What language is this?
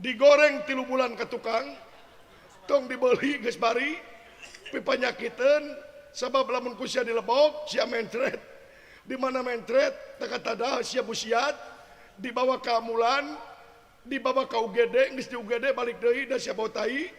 Sundanese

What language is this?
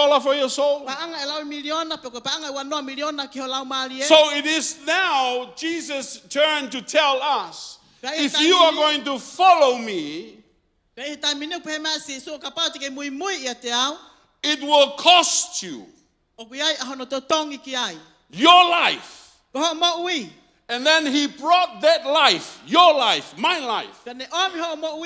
Tongan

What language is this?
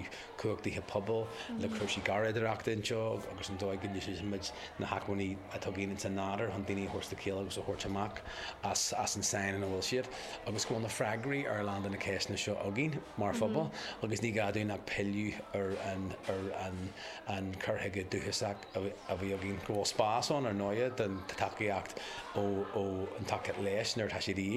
Irish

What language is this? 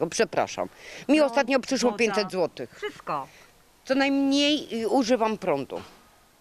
Polish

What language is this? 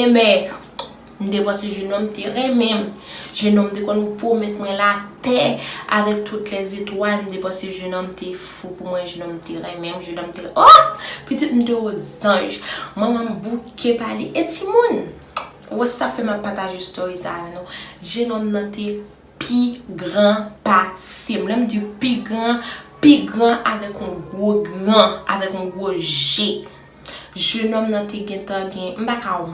Haitian Creole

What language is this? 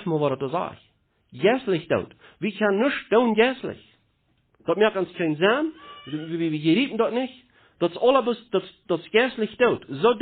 Plautdietsch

